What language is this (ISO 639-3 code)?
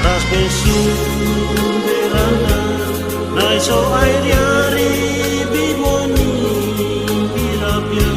bhw